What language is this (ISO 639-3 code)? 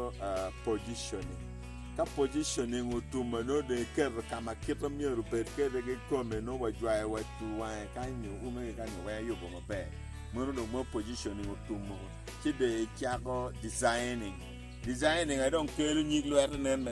ach